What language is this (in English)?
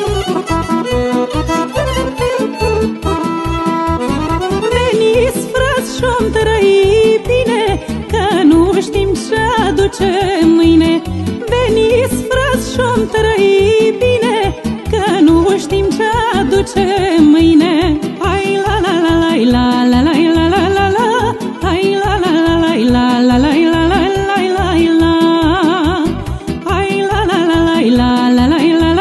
Romanian